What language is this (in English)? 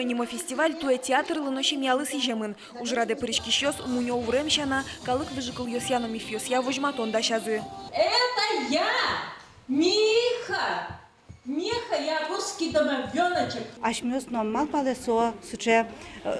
Udmurt